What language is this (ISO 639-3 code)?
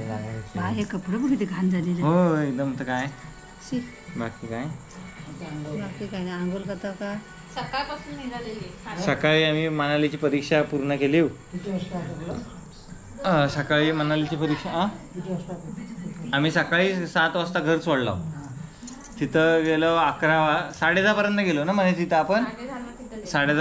mar